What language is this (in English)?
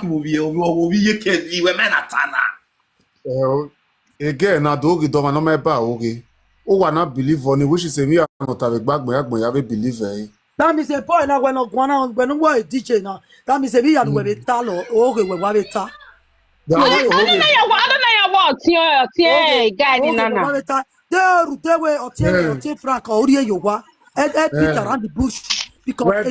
Nigerian Pidgin